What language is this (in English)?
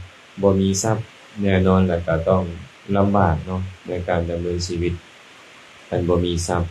Lao